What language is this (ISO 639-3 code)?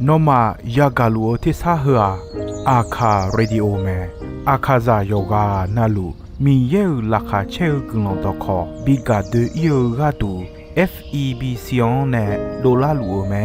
ahk